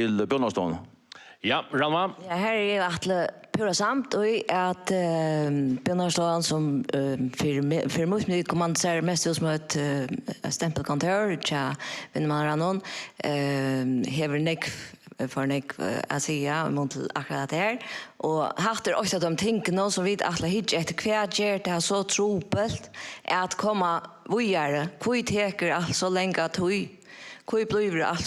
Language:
Faroese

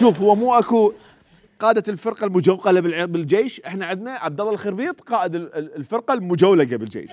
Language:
Mesopotamian Arabic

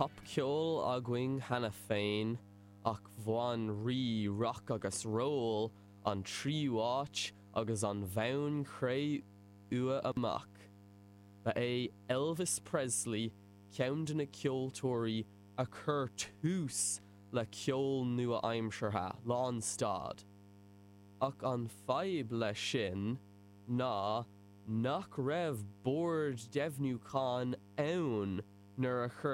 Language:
Irish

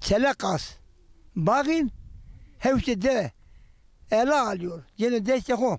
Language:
Zaza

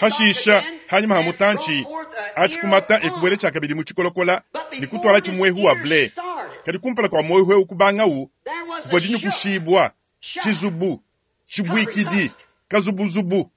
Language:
Luba-Lulua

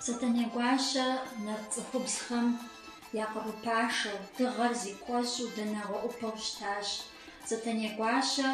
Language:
Kabardian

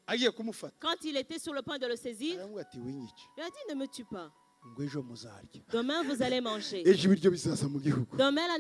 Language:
Kinyarwanda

